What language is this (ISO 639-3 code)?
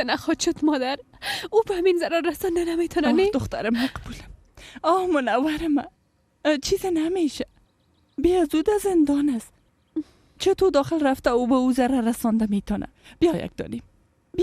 fas